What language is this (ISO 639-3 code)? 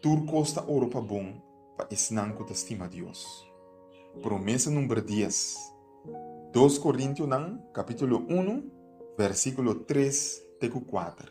pap